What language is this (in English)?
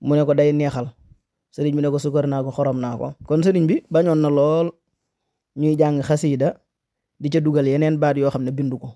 Wolof